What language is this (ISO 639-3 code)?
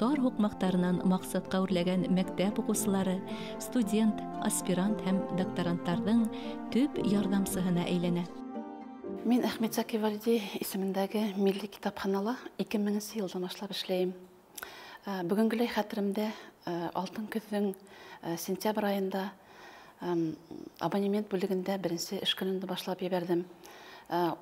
bak